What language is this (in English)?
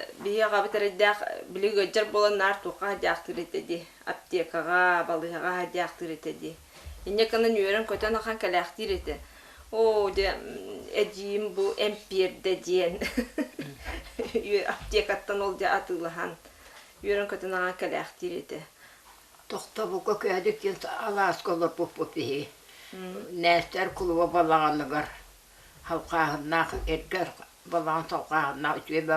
Yakut